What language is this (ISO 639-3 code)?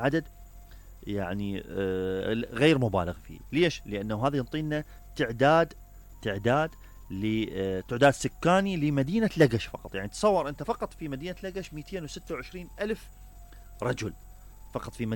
acm